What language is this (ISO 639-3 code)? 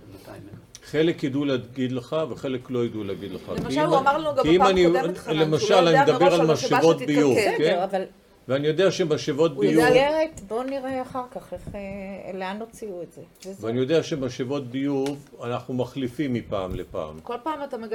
heb